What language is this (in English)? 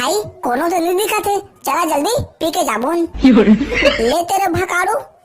Chhattisgarhi